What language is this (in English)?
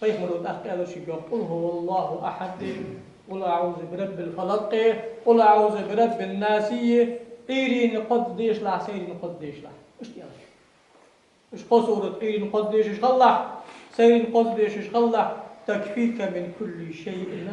Ingush